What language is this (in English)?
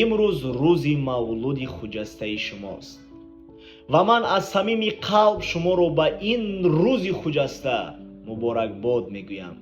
Tajik